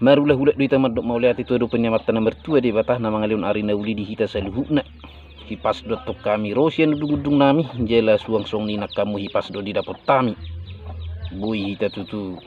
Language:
Batak Toba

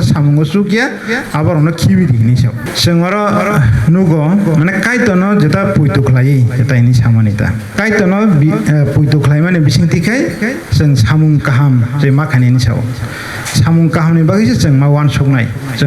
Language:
Kok Borok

